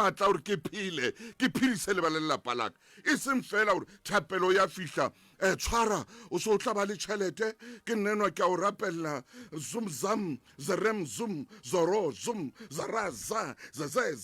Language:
Southern Sotho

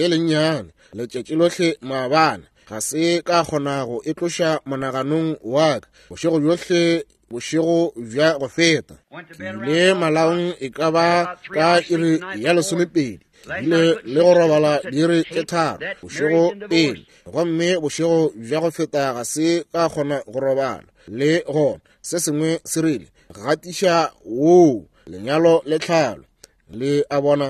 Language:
Northern Sotho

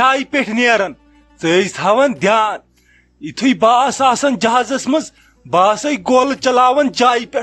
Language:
Kashmiri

